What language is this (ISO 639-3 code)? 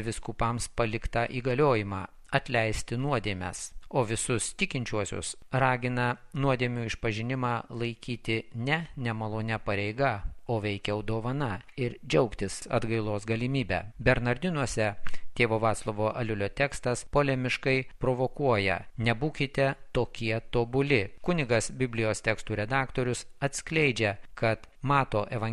lit